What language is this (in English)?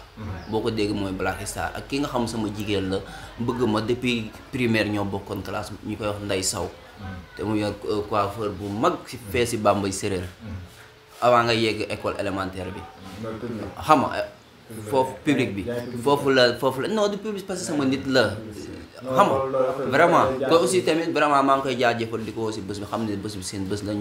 Wolof